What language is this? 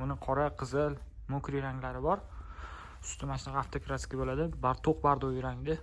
Uzbek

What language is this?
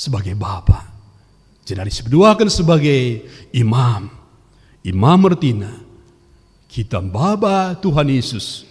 Batak Karo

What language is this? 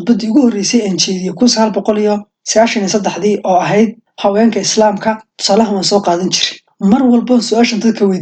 Somali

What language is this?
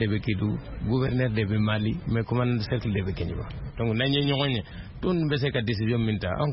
Bambara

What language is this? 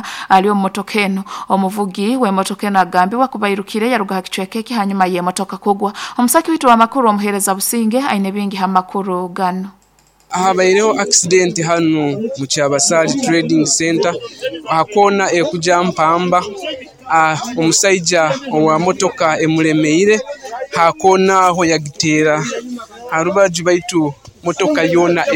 Nyoro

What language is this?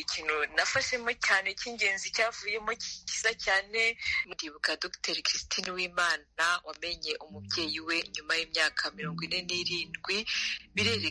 Kinyarwanda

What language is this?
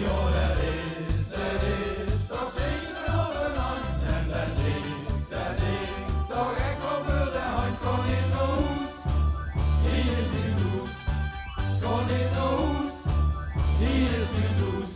Limburgish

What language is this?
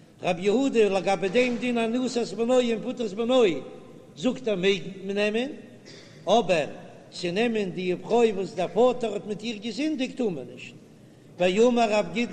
Yiddish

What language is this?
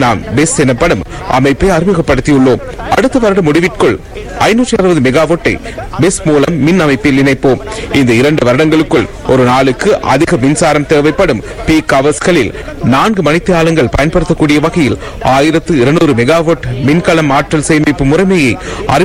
Tamil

